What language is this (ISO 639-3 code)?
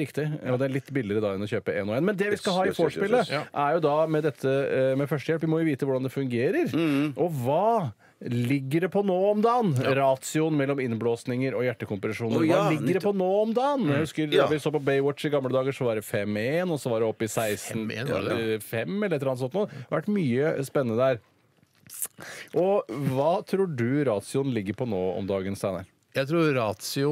nor